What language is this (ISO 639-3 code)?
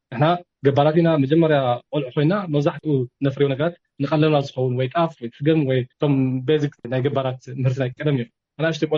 tir